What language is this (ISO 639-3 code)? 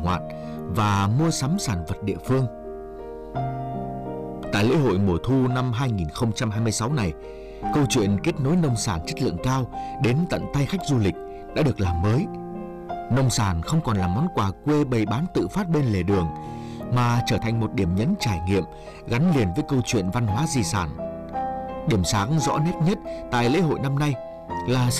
vie